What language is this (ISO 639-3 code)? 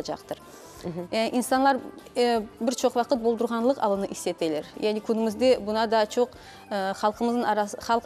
crh